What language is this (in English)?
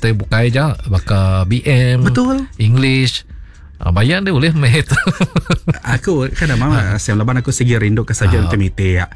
Iban